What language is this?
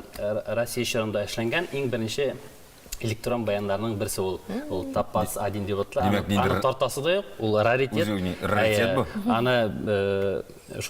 Tatar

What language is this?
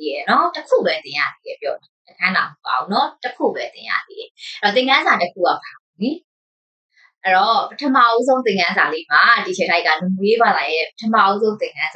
Burmese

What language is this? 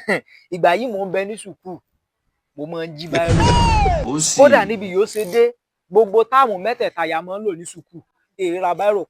Yoruba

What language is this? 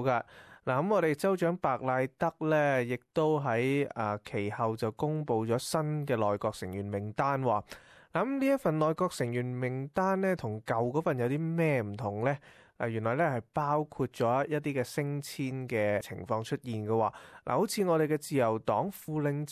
Cantonese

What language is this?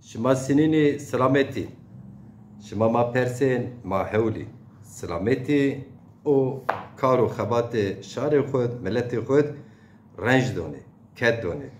Zaza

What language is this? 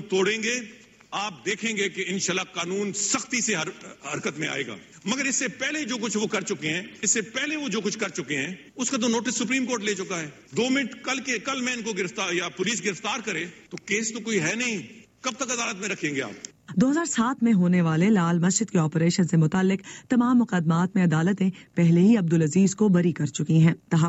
Urdu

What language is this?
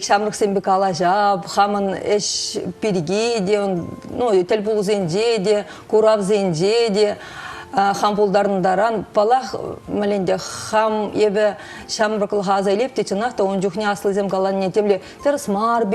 Chuvash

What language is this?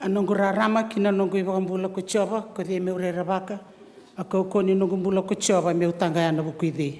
Fijian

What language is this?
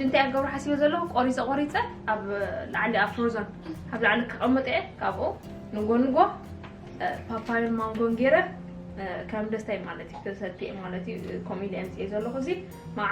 Tigrinya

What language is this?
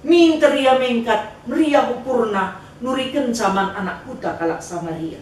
Batak Karo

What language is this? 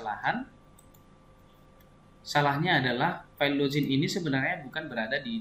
Indonesian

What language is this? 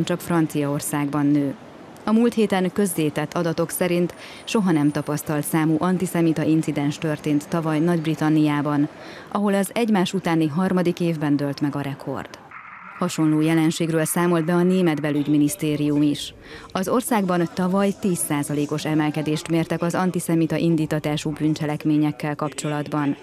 Hungarian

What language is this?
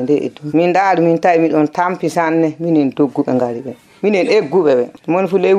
Fula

